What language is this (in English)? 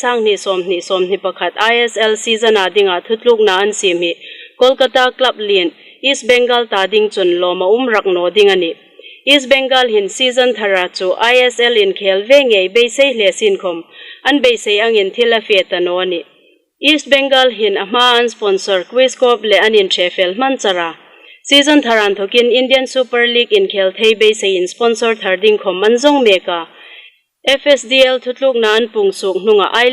Hmar